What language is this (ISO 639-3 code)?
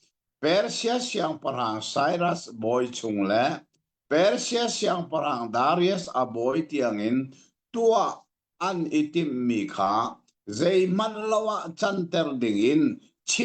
cnh